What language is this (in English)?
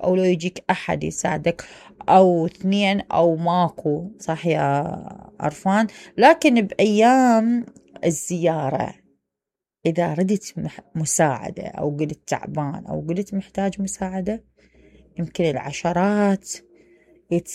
Mesopotamian Arabic